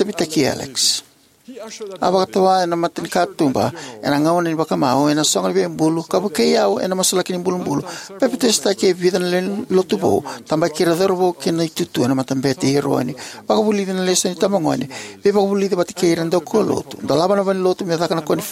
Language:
Fijian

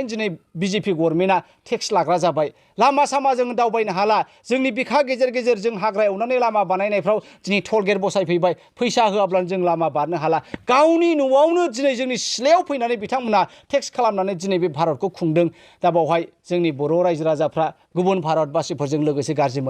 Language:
Bodo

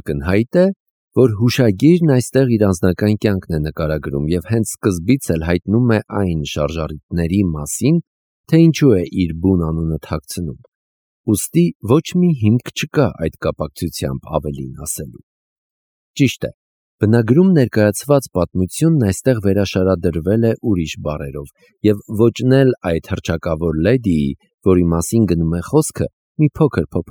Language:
Armenian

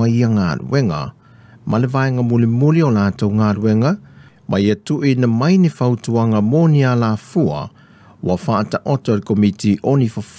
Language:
Samoan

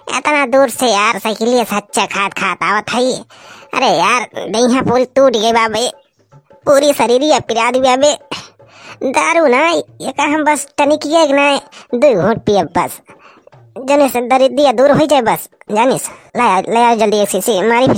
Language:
Awadhi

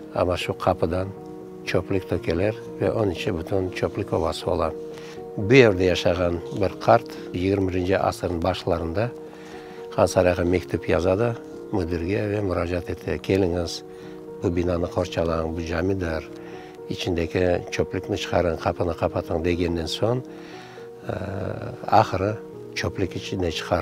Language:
Crimean Tatar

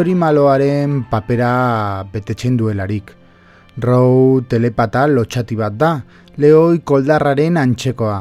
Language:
Basque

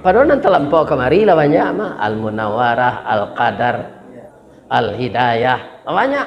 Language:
Minangkabau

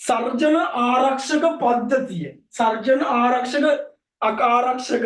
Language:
Sinhala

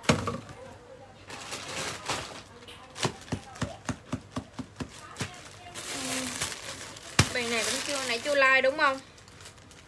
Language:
Vietnamese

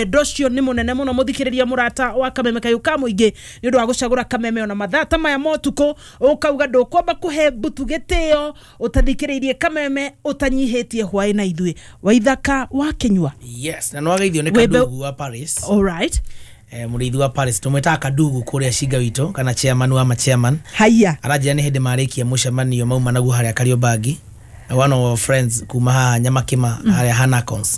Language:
Kikuyu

